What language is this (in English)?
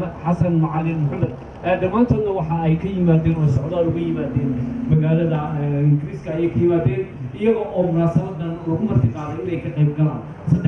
Somali